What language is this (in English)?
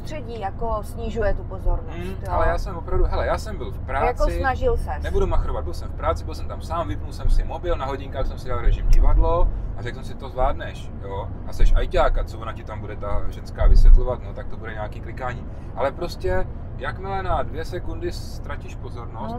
Czech